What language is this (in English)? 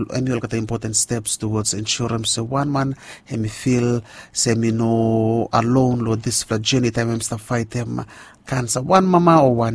Bislama